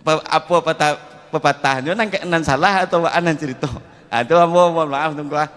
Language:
Minangkabau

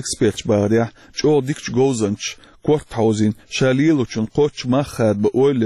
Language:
Chechen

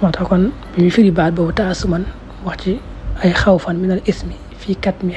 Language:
Wolof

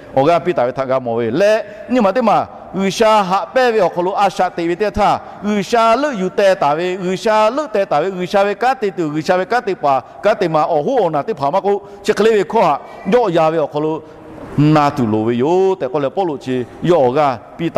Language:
Lahu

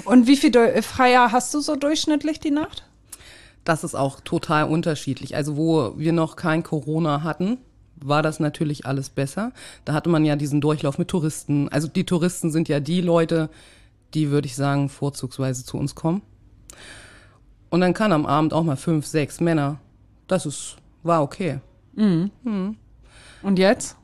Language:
German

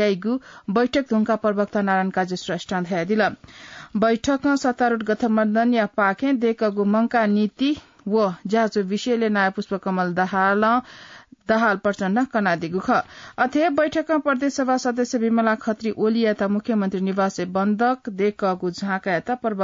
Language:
Newari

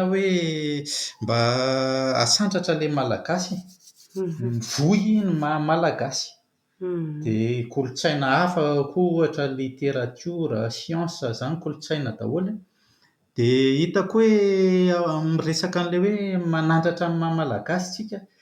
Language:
Malagasy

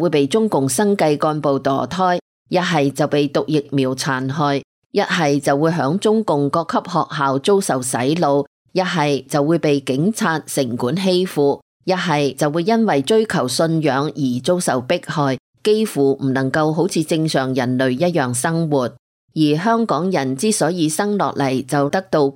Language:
Cantonese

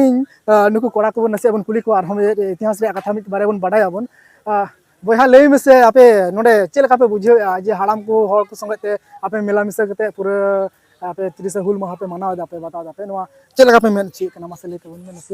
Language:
Santali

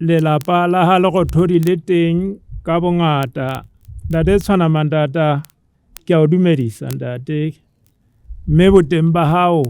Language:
Southern Sotho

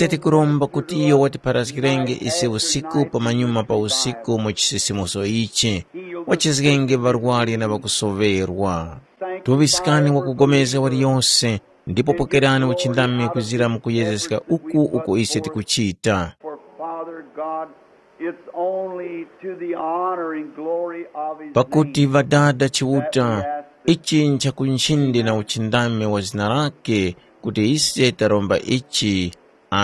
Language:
Tumbuka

